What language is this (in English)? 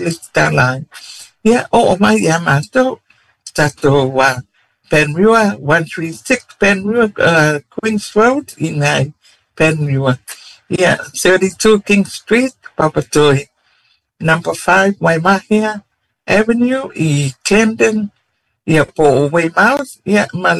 Samoan